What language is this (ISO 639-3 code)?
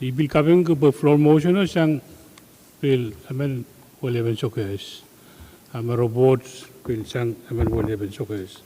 pon